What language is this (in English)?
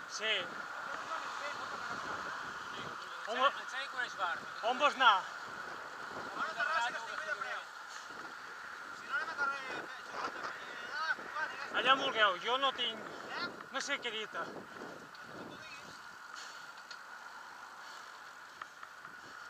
Catalan